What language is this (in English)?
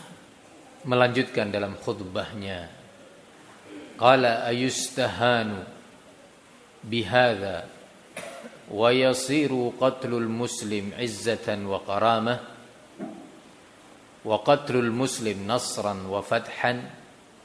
Indonesian